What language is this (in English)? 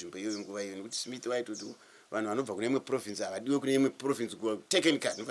Shona